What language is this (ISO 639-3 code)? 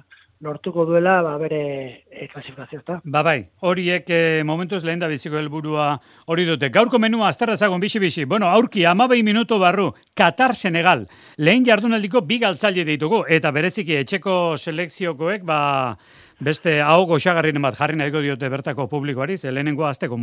eus